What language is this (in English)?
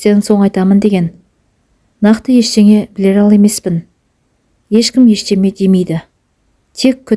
Kazakh